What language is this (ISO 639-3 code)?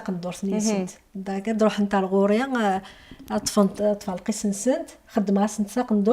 kab